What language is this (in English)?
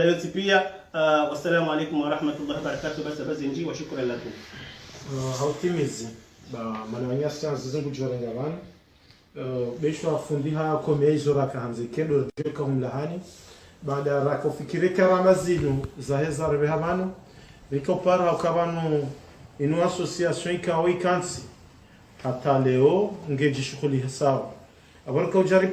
Ngazidja Comorian